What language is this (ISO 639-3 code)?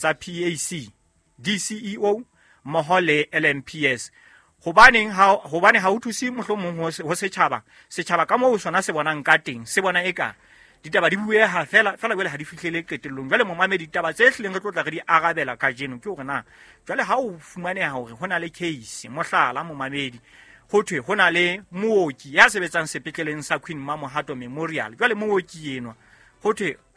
sot